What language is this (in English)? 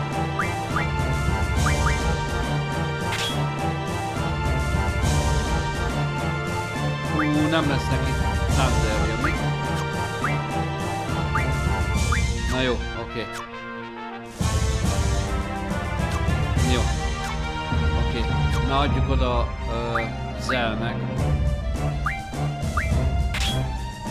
Hungarian